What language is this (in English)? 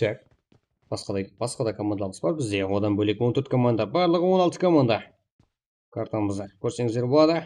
Kara-Kalpak